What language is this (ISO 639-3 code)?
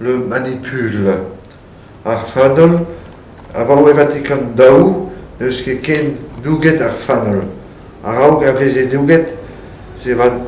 bre